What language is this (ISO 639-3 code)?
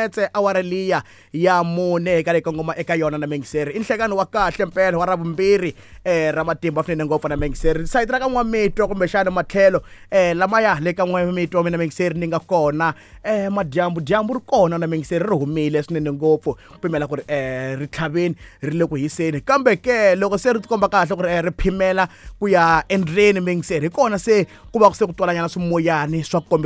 tso